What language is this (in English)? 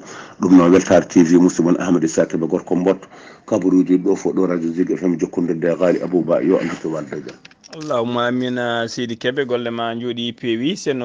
Fula